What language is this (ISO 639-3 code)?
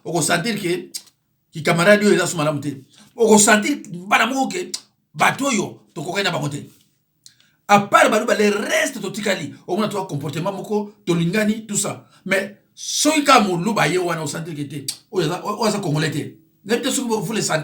lin